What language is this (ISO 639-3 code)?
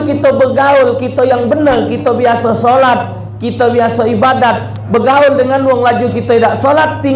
mui